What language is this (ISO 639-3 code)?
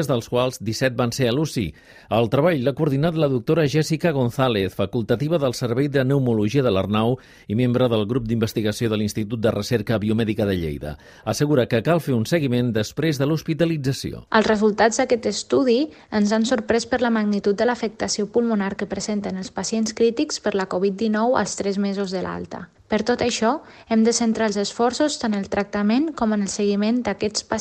cat